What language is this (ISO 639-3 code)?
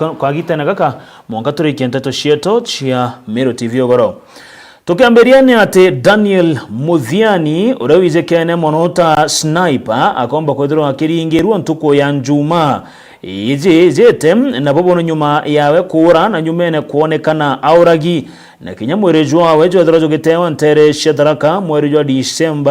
mer